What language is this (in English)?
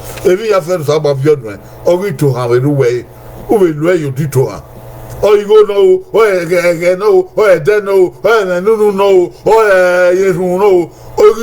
Bini